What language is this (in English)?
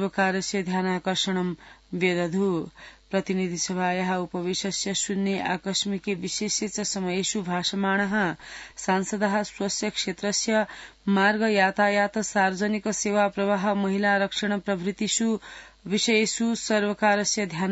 Sanskrit